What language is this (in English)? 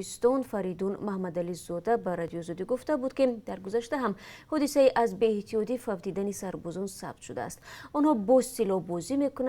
Tajik